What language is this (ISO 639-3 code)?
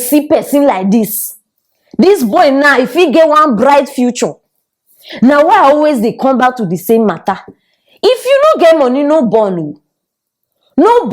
pcm